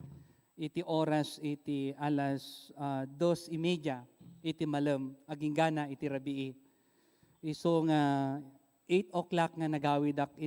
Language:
Iloko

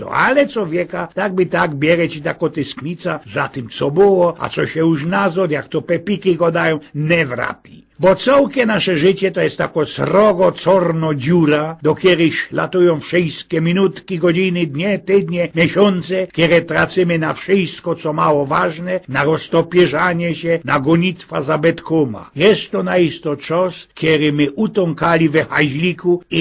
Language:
Silesian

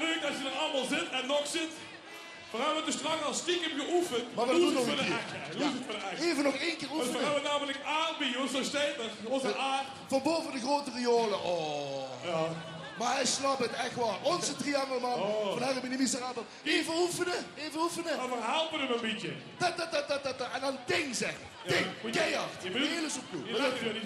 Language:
Limburgish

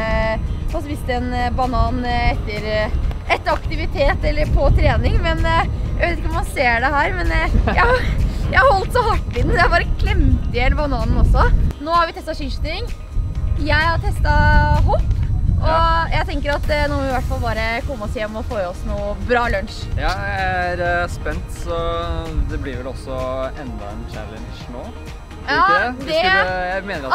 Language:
Norwegian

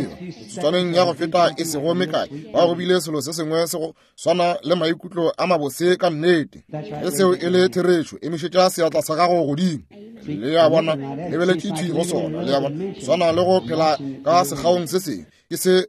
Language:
Northern Sotho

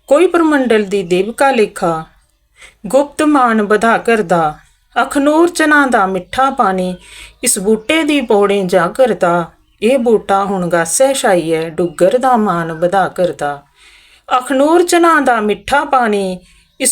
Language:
Dogri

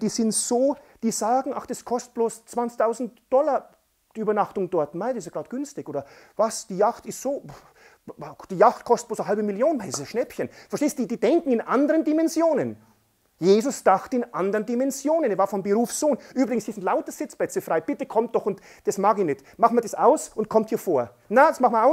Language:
German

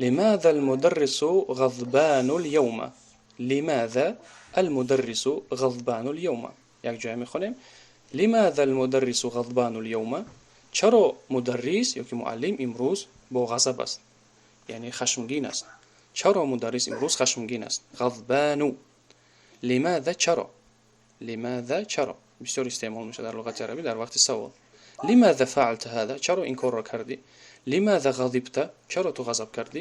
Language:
Tajik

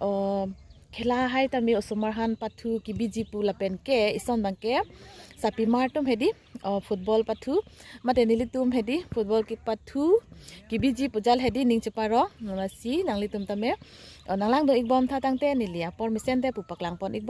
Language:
Karbi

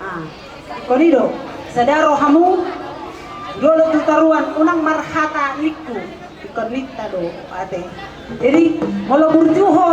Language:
Batak Toba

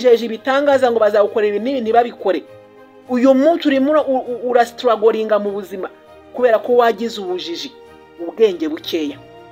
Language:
Kinyarwanda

